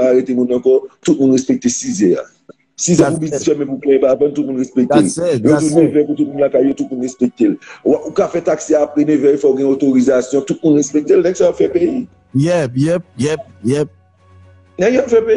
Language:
Haitian Creole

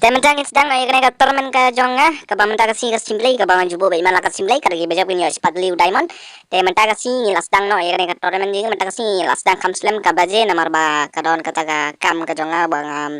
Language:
Khasi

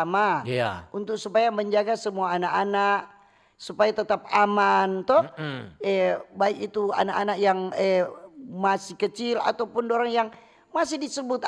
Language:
Manado Malay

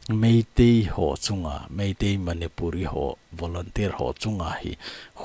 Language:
Thado Chin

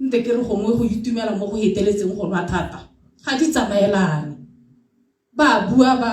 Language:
Tswana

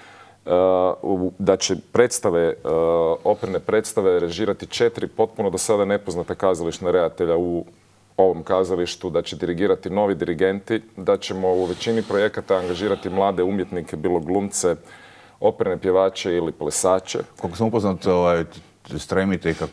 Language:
Croatian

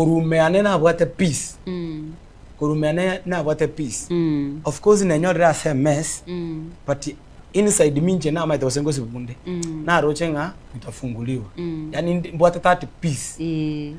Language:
Gusii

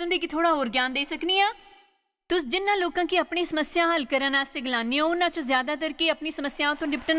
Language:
Dogri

